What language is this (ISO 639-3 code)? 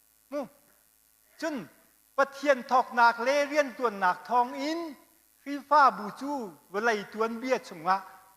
cnh